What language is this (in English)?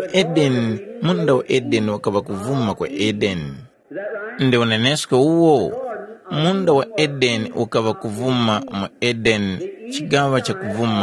Tumbuka